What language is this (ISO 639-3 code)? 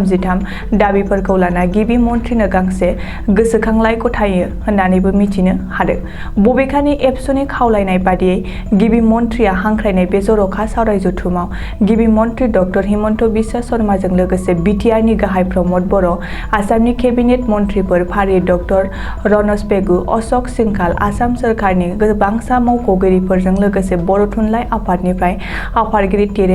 brx